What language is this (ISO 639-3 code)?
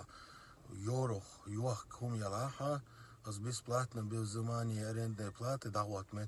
che